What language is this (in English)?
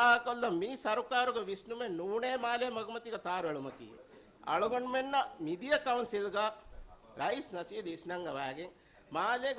Divehi